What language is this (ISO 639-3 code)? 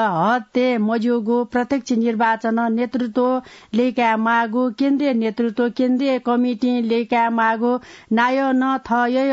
new